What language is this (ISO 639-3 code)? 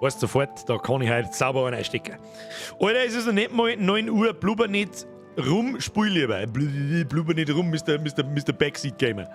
bar